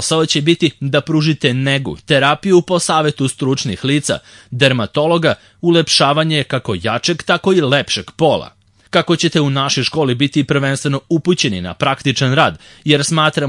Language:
Serbian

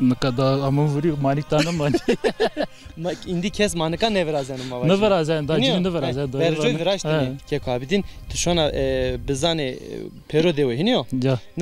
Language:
Zaza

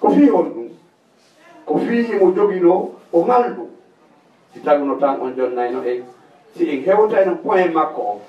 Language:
Fula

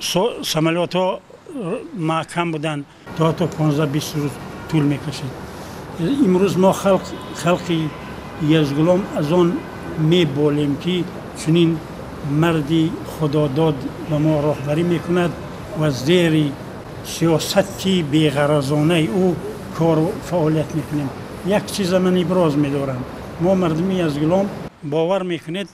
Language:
Tajik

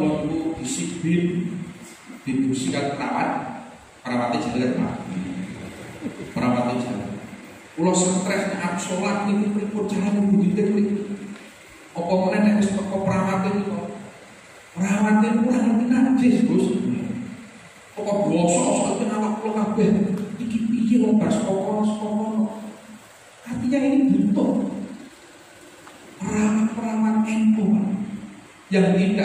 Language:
Indonesian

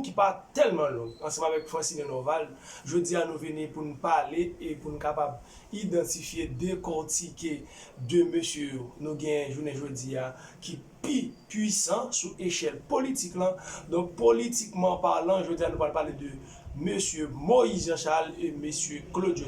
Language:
Haitian Creole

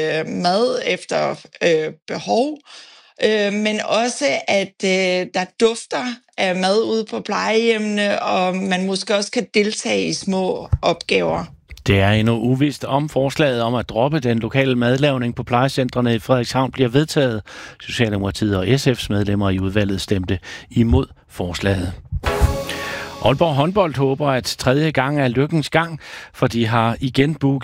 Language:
Danish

